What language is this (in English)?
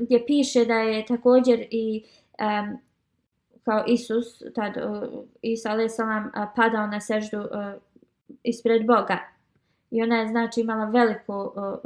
Bosnian